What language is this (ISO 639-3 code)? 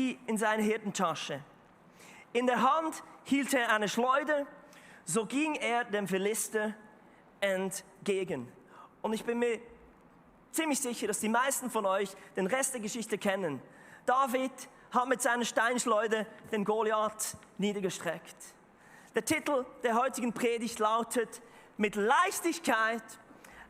gsw